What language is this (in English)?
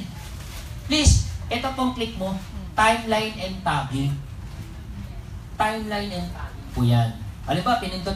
Filipino